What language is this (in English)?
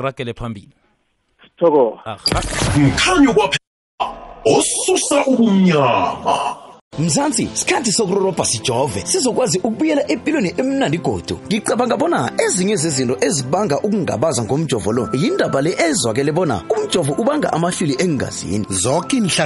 South Ndebele